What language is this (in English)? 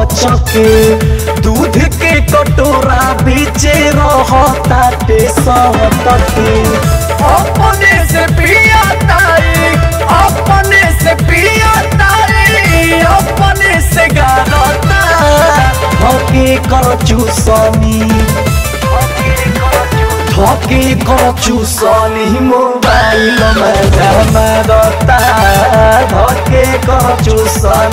Bhojpuri